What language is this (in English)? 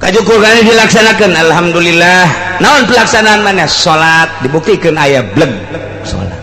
Sundanese